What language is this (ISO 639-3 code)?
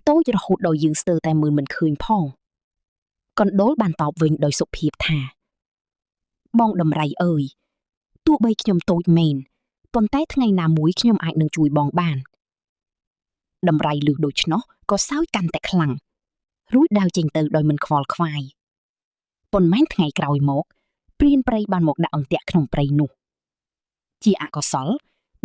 khm